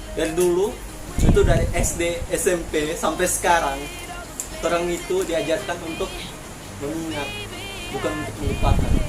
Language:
Manado Malay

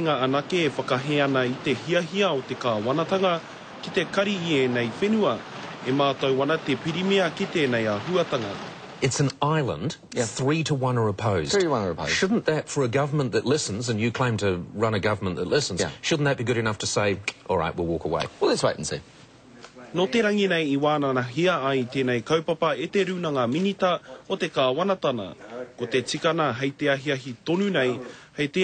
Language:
Māori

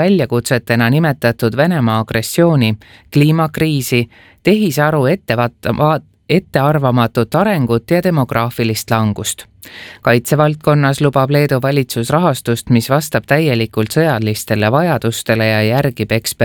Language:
Estonian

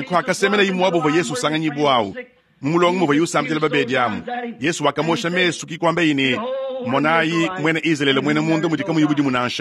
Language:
Luba-Lulua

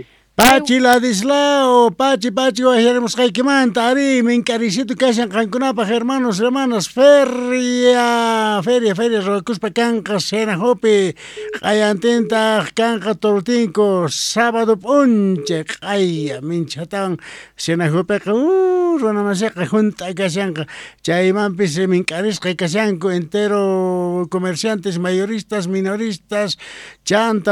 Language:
Quechua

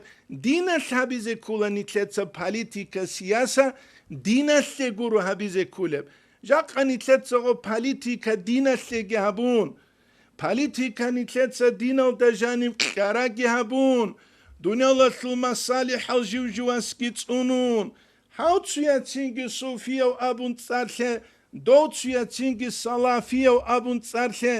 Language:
Avaric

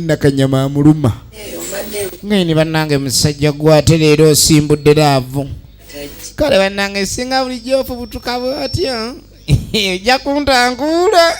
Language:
Ganda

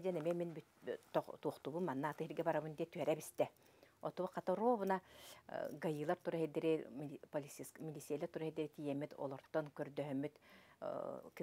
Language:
Yakut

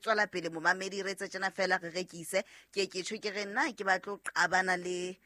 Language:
Southern Sotho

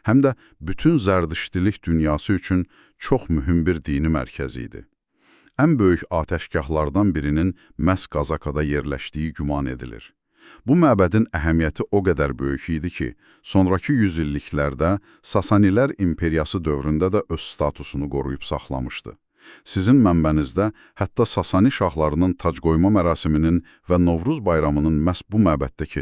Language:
Azerbaijani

